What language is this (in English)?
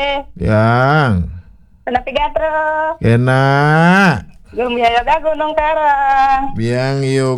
Balinese